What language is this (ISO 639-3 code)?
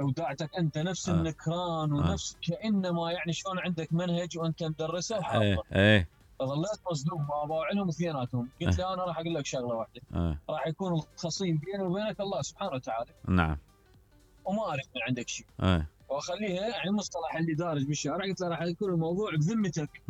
acm